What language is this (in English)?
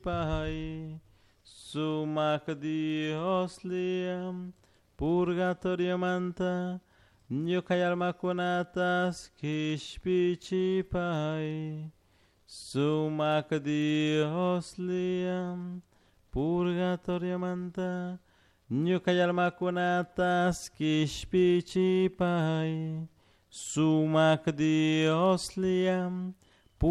Chimborazo Highland Quichua